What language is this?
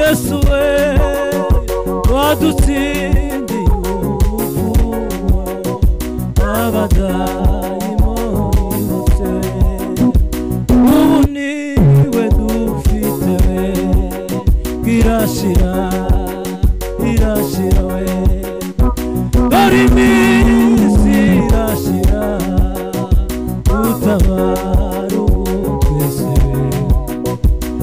Kinyarwanda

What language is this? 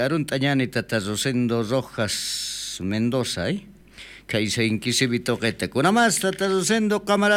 South Bolivian Quechua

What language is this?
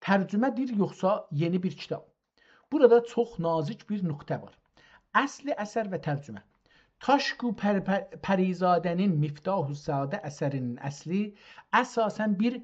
South Azerbaijani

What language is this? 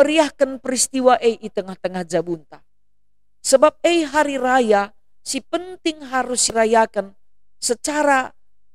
Batak Karo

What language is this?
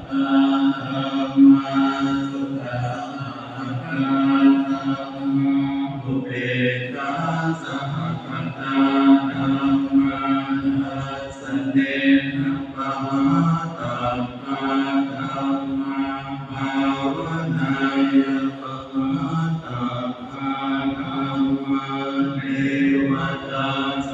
Pali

